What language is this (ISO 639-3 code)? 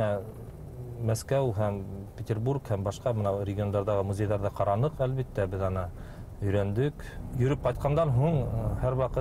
bak